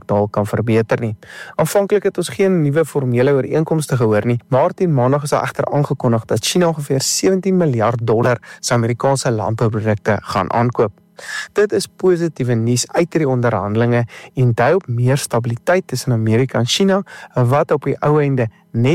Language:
Afrikaans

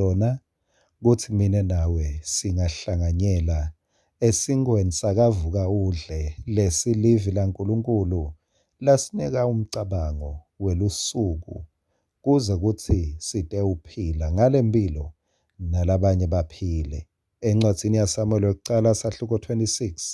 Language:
Swati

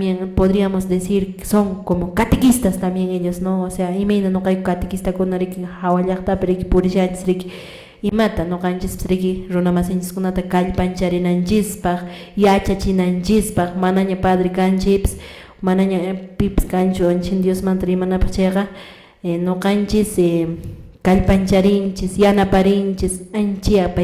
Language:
Quechua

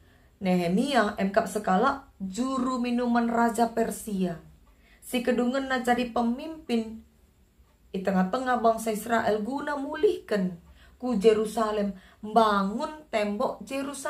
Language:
Batak Karo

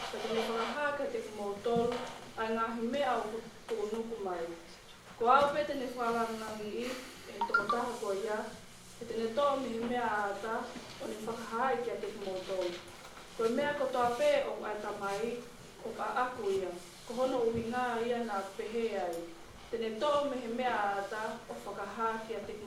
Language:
Tongan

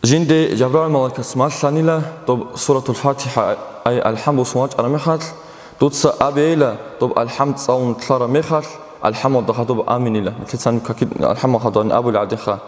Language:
Avaric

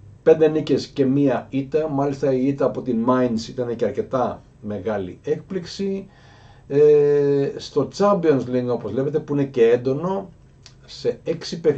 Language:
Greek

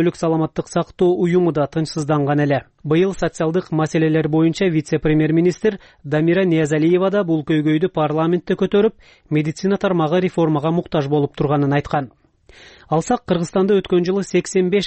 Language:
Kyrgyz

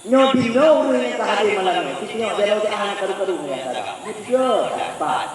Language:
Achinese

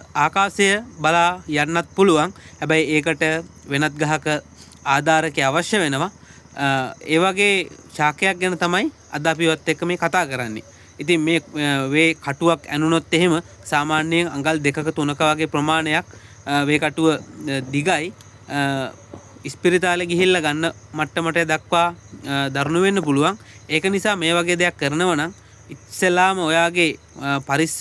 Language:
Sinhala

